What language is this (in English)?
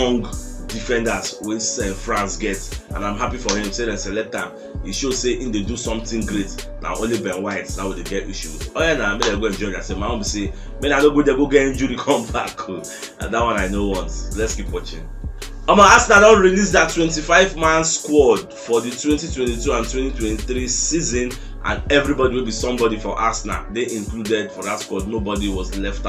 Nigerian Pidgin